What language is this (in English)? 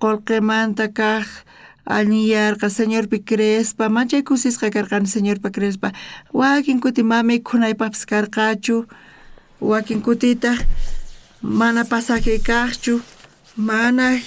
South Bolivian Quechua